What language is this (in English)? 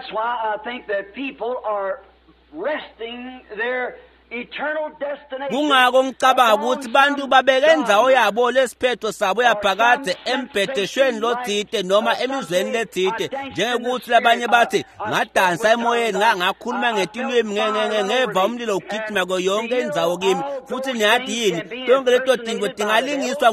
Swati